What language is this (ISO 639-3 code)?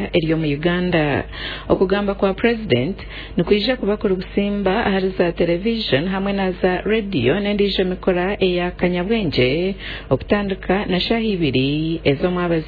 nyn